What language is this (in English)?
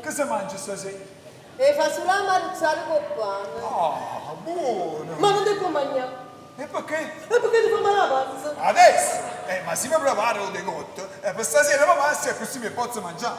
Neapolitan